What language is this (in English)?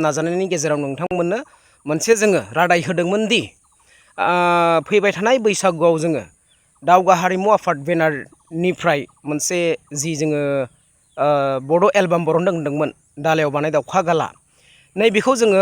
Bodo